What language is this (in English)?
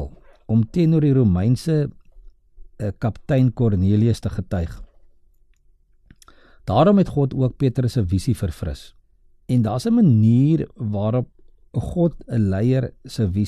Afrikaans